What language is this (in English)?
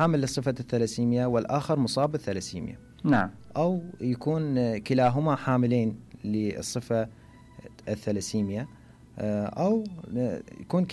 Mesopotamian Arabic